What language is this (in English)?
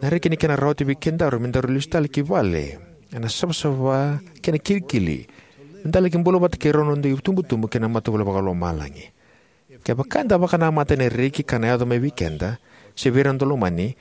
Fijian